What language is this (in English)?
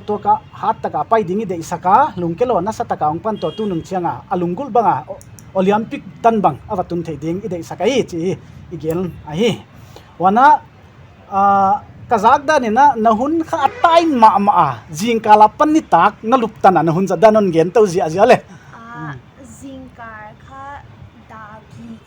Paite Chin